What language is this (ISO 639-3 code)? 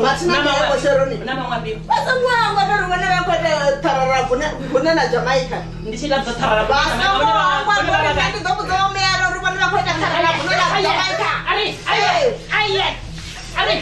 ven